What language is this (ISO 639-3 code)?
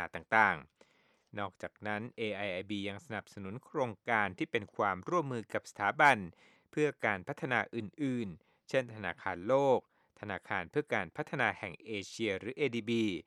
tha